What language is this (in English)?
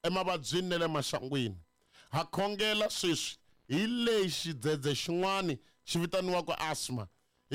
Tsonga